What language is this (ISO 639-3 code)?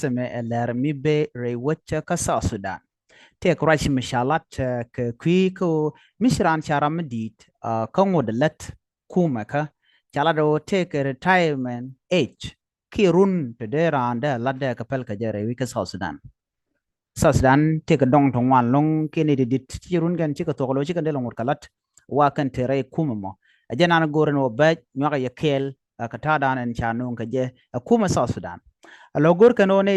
nus